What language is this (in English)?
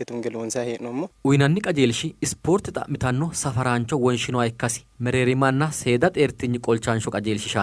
Sidamo